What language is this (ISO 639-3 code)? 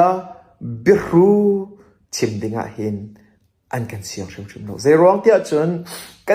cnh